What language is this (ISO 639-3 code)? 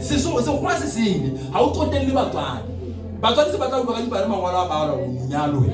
sot